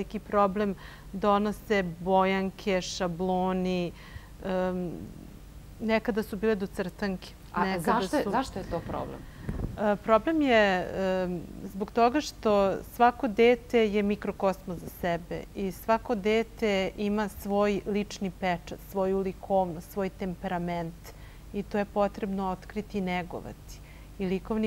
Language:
Serbian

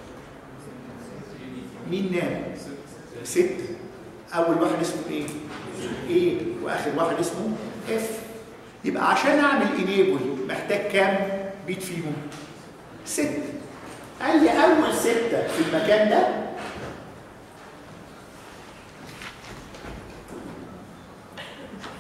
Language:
Egyptian Arabic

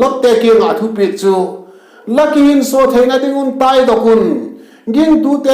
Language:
Vaiphei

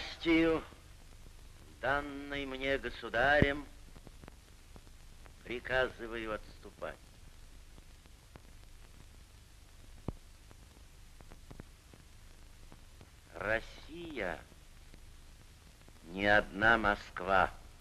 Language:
Russian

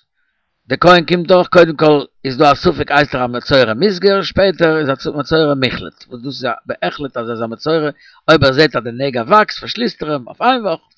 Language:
Yiddish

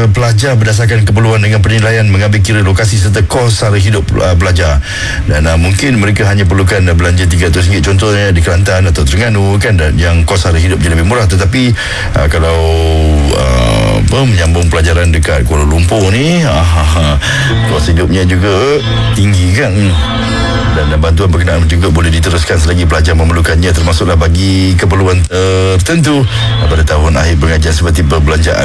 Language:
Malay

